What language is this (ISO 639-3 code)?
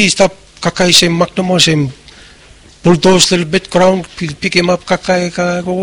bis